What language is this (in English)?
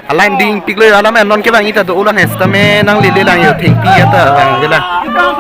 Karbi